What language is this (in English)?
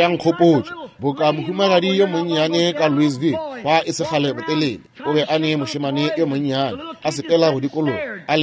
Northern Sotho